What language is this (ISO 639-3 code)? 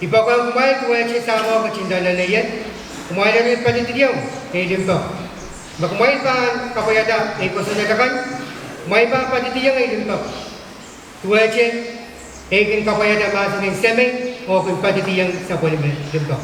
pon